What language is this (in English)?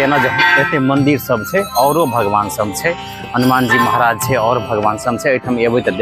Maithili